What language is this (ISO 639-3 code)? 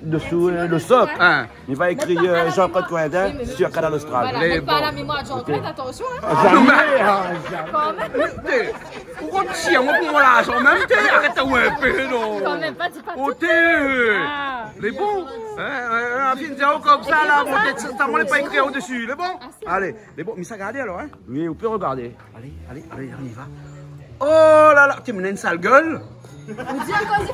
rcf